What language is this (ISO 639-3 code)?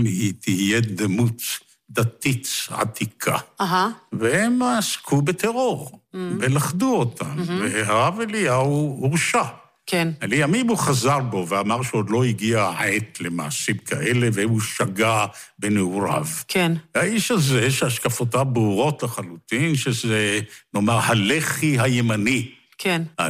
heb